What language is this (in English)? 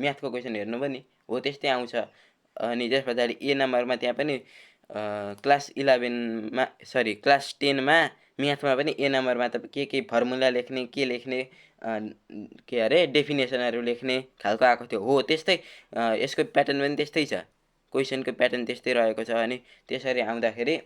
Nepali